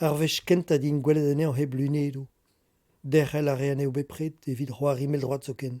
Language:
Breton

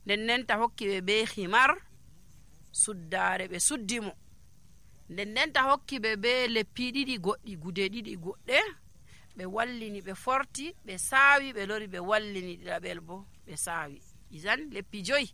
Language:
Nigerian Fulfulde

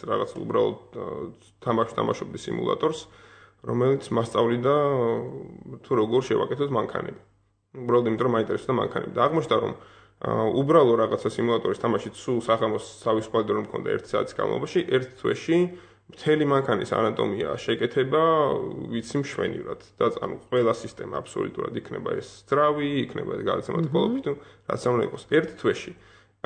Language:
Georgian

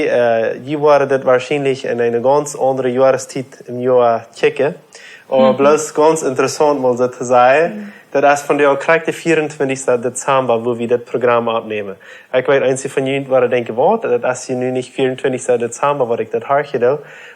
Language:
Plautdietsch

